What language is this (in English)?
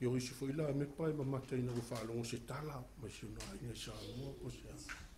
Samoan